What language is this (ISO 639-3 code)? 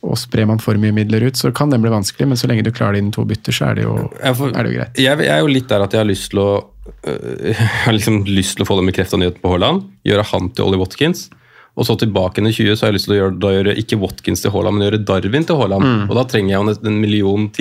nor